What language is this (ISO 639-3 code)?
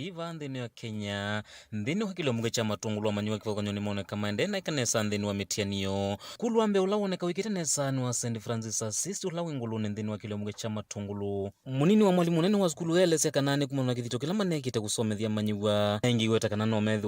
kam